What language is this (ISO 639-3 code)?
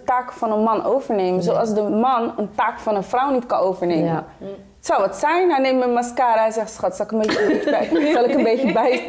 nld